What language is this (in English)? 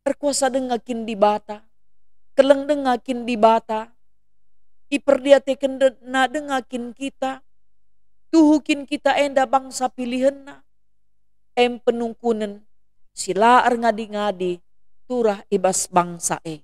Batak Karo